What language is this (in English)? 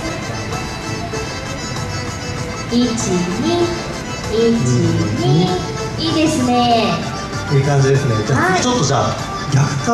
Japanese